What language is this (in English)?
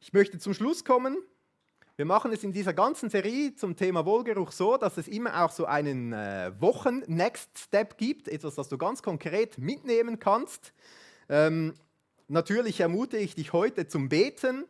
Swiss German